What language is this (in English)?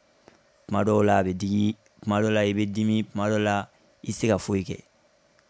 Bambara